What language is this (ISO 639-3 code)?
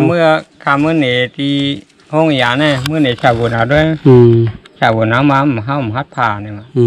shn